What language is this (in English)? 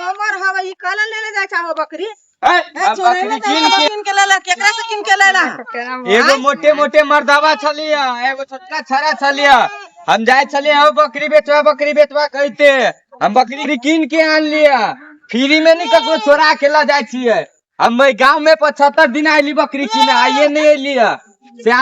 Maithili